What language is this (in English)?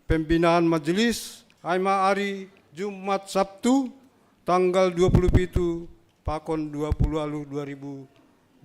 Batak Simalungun